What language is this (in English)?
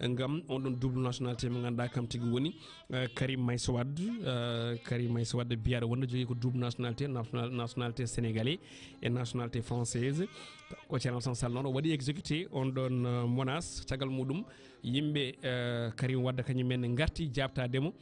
Fula